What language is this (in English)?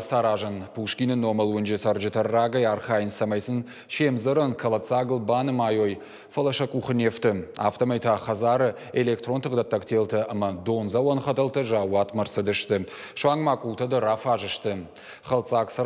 Ossetic